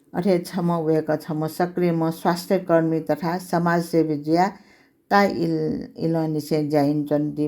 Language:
Newari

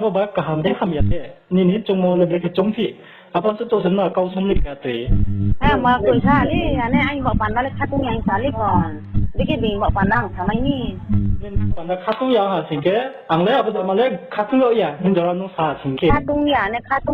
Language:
Riang (India)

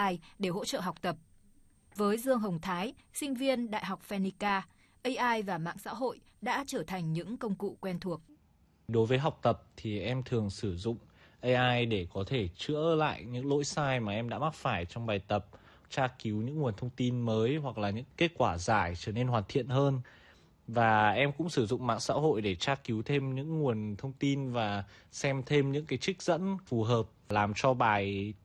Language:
Vietnamese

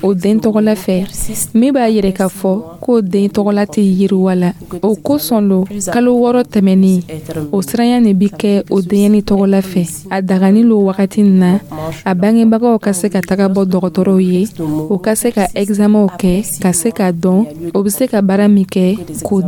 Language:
Dyula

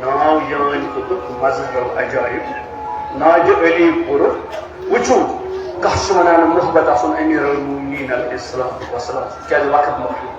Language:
Kashmiri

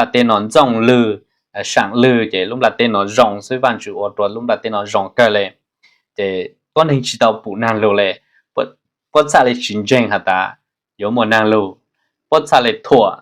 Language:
Hmong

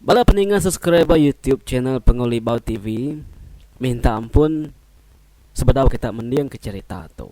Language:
Iban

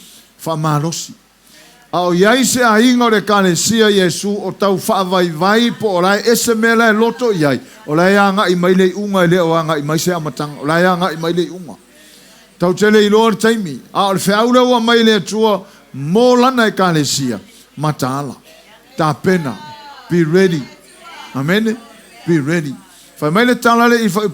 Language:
Samoan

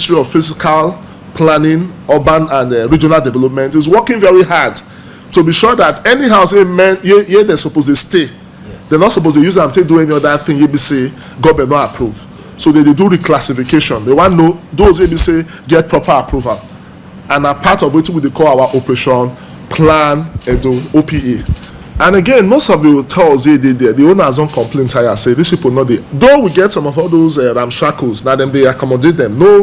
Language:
Nigerian Pidgin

